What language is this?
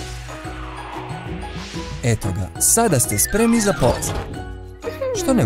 Croatian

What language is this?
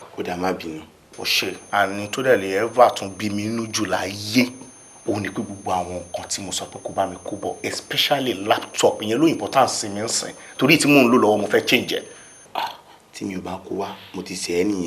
Yoruba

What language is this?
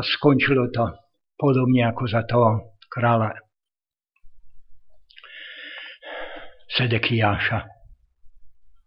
Slovak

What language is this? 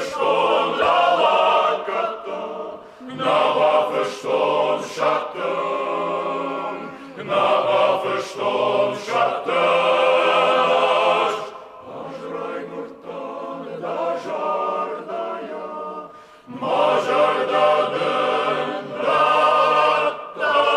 Ossetic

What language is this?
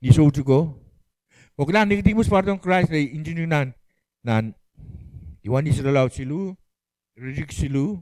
Pohnpeian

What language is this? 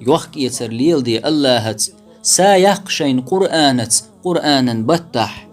Chechen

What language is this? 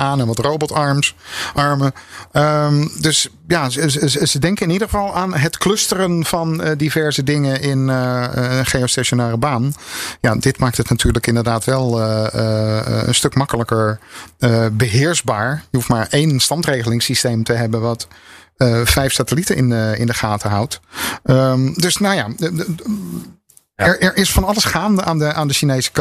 Dutch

